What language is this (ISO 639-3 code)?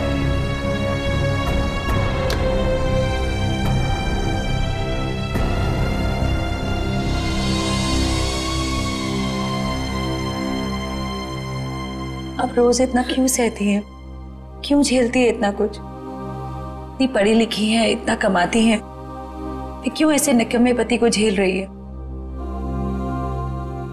hin